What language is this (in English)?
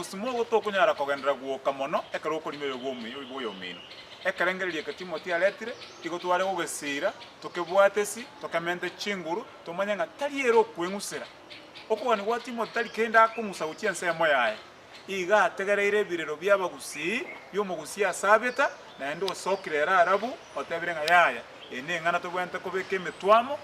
Gusii